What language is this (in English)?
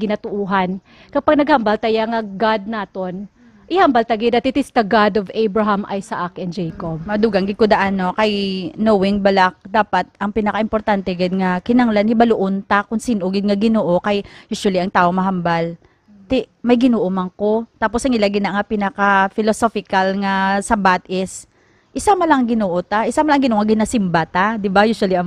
Hiligaynon